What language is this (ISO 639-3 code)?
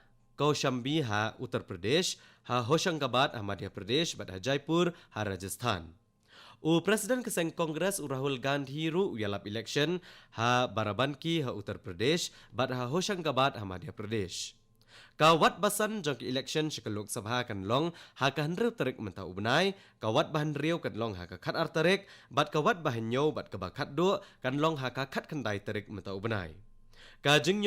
kha